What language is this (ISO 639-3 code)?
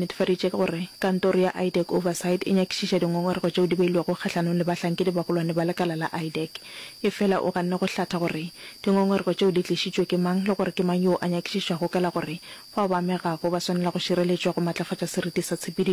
nso